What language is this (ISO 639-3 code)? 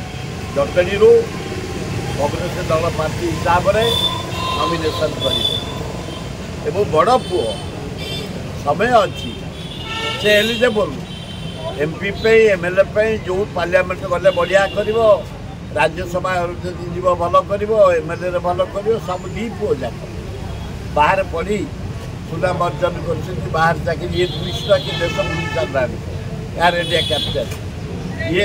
ori